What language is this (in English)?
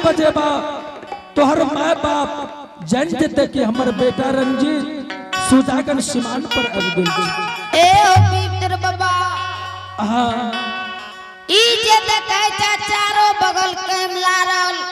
Angika